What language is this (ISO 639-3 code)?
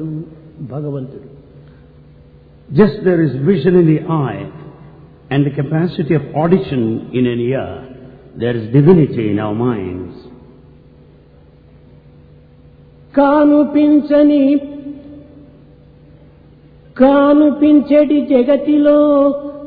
tel